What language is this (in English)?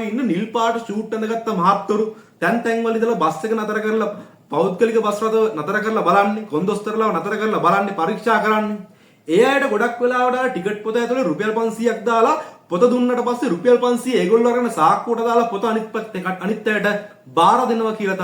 Sinhala